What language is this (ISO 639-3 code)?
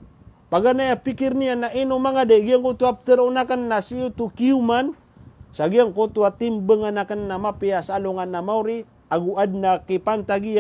mrw